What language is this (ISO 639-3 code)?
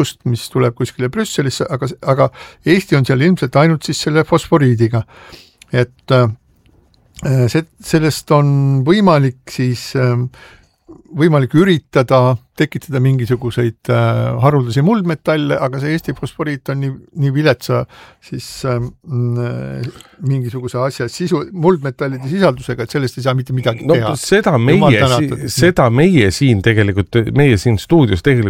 est